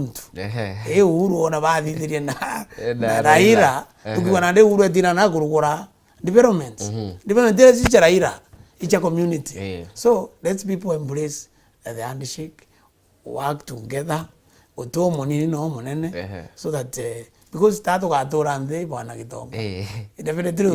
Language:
Meru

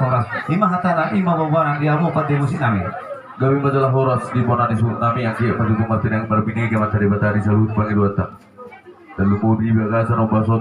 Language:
Batak Toba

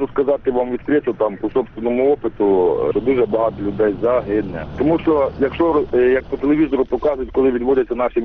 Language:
Ukrainian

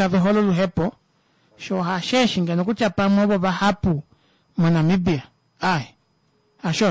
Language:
Kuanyama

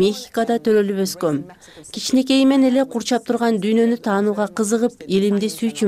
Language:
Kyrgyz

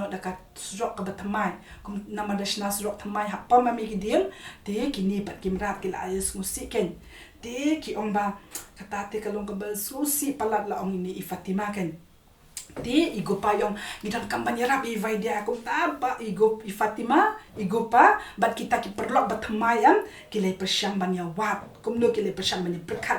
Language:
Khasi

